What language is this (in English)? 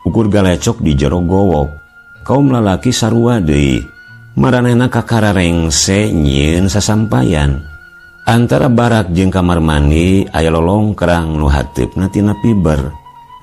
Sundanese